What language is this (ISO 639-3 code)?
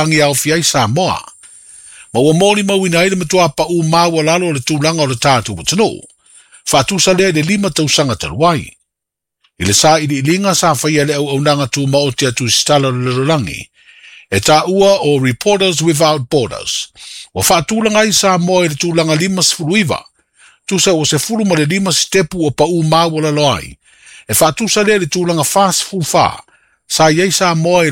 smo